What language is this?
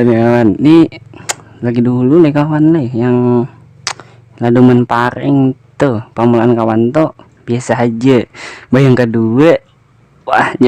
Banjar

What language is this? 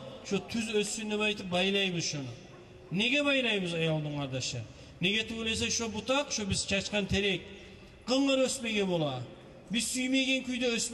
Kumyk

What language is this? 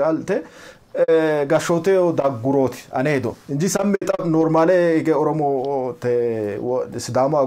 Sidamo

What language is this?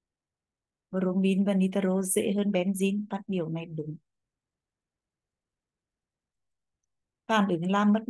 Vietnamese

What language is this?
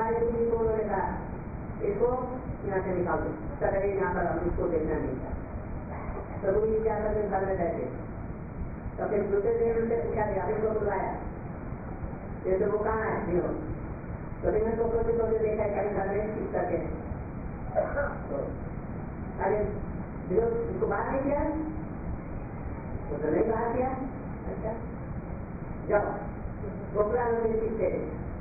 Hindi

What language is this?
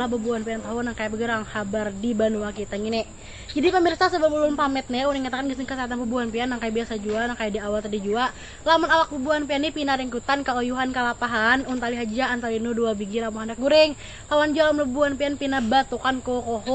Banjar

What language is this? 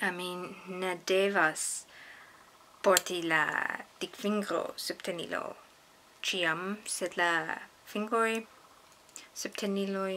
Esperanto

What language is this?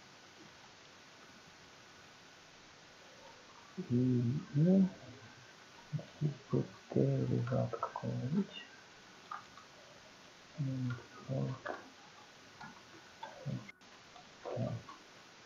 Russian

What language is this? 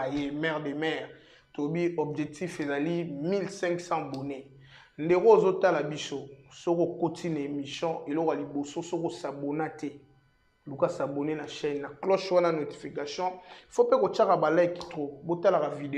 Lingala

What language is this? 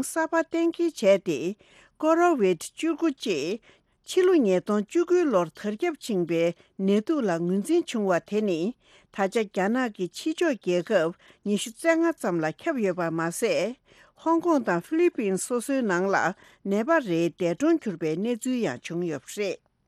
Tibetan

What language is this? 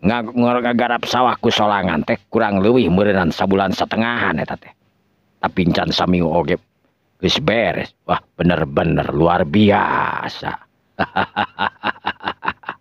Sundanese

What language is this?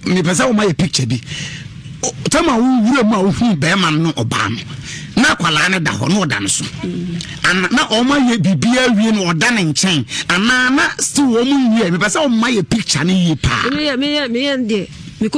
Akan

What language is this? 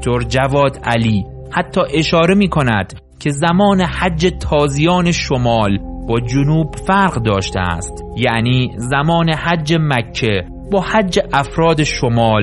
Persian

